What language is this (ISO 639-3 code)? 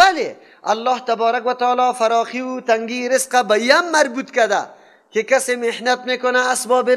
fas